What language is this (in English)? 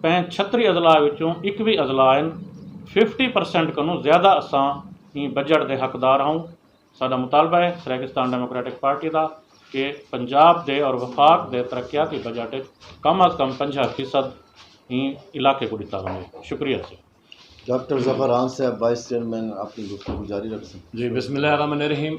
Saraiki